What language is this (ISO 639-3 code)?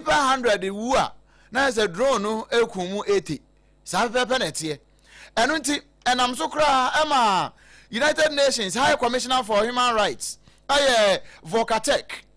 aka